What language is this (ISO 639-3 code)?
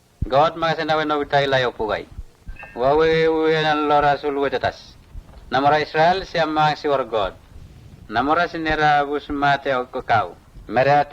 mtt